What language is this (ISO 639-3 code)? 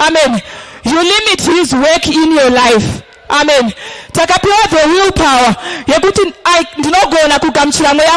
sna